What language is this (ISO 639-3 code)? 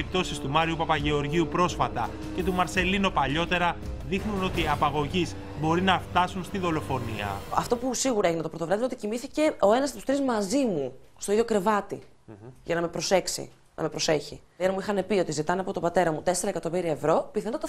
ell